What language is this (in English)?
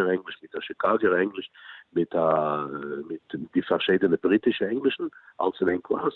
Yiddish